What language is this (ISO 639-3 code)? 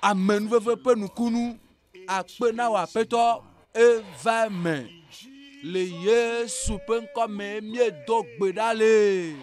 ewe